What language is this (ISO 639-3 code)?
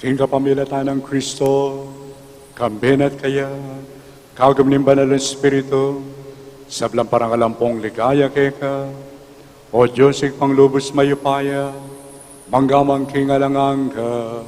pam